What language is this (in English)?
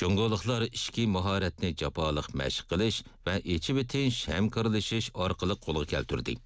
Uyghur